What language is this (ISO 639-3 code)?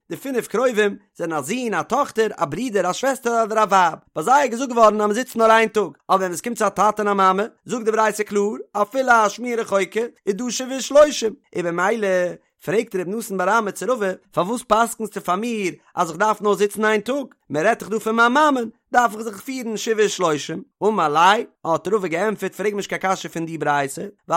yid